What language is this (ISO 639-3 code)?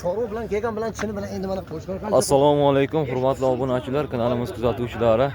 uzb